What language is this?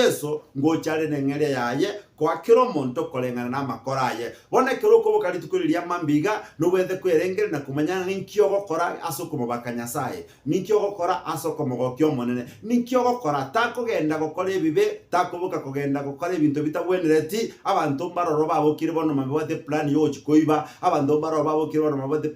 Gusii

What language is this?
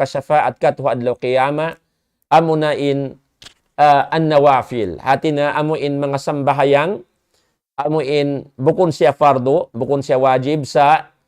Tausug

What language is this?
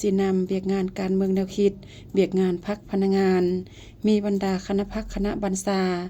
Lao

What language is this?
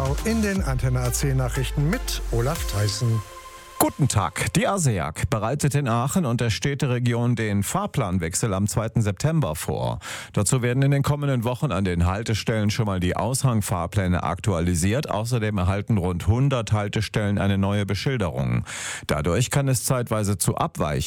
German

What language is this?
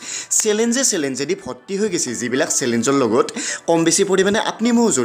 Assamese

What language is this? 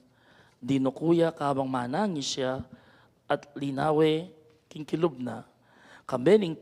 Pampanga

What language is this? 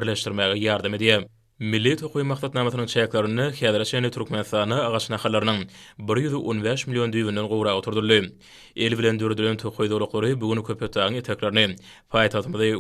Turkmen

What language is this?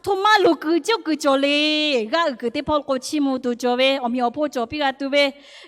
Lahu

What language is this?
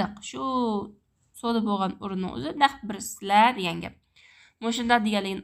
Uyghur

